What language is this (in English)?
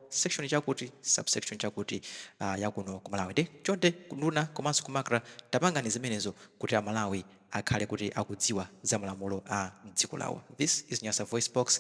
Nyanja